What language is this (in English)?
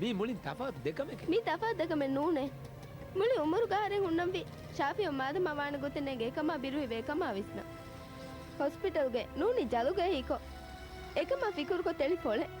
Divehi